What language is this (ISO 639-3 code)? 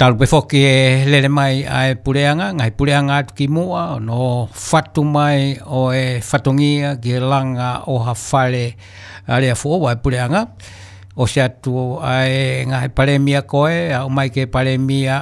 ton